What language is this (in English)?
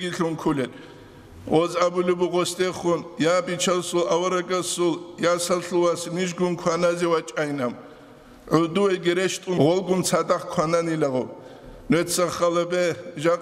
Avaric